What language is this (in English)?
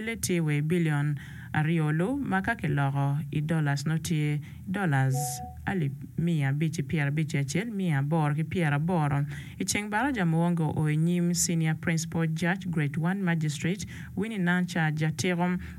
Acoli